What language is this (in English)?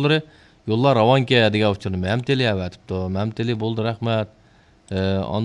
Uyghur